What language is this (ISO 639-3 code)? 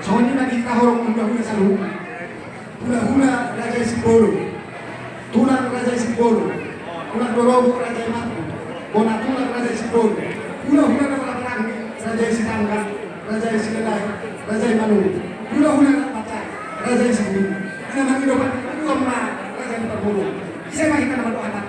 bbc